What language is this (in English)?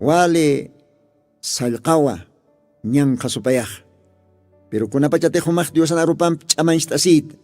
Aymara